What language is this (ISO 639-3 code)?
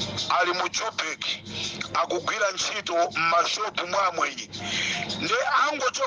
nya